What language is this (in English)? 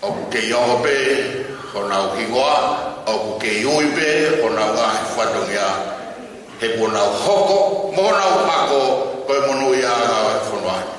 Tongan